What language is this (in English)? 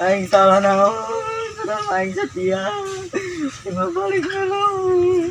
Sundanese